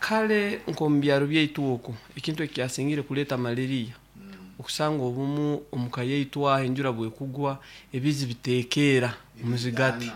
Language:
Nyoro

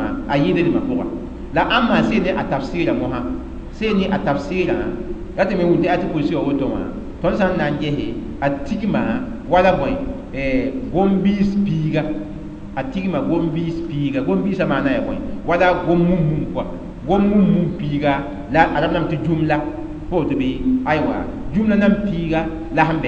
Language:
Mossi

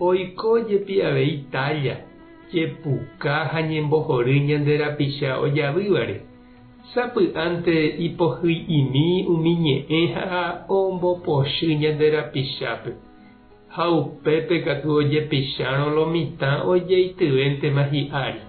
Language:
Guarani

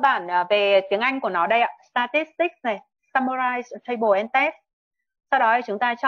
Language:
Vietnamese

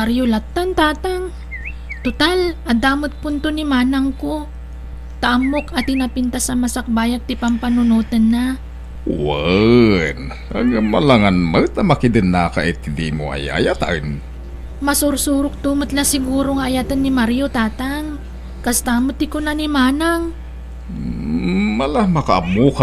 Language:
Iloko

